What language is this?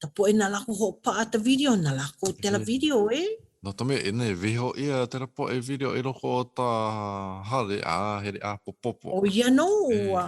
Hawaiian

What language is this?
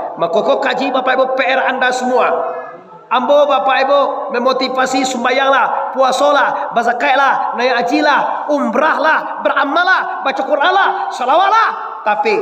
Minangkabau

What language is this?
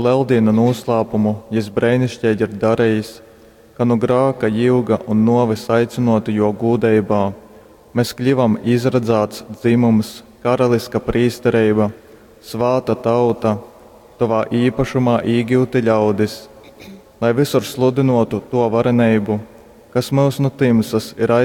Latgalian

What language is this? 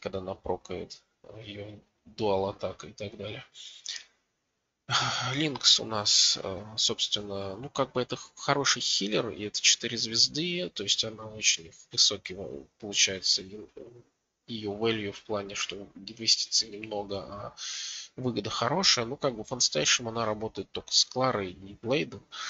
Russian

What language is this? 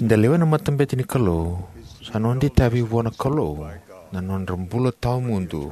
Fijian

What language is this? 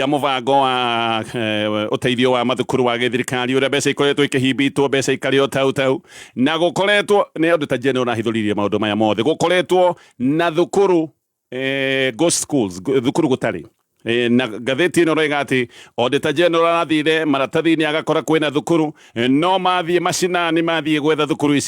Kikuyu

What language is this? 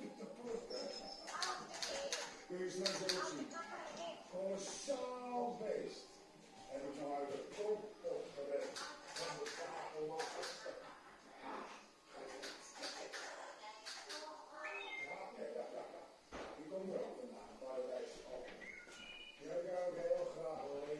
Dutch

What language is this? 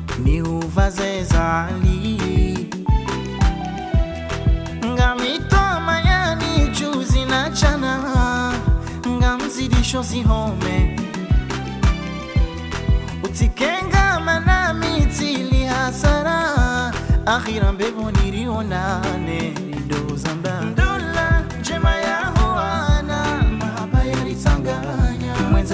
Swahili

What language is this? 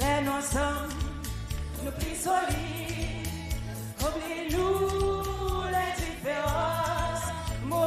Seselwa Creole French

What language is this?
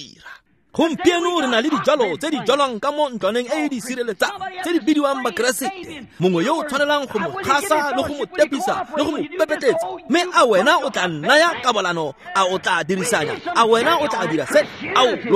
Tswana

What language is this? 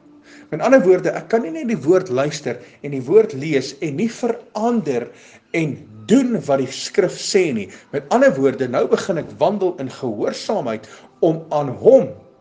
Afrikaans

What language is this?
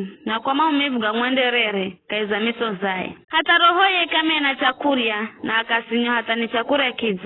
Giryama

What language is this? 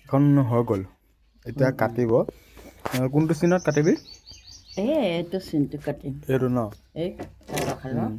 Assamese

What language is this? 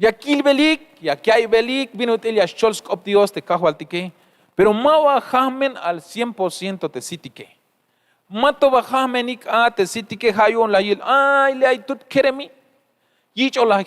Tzeltal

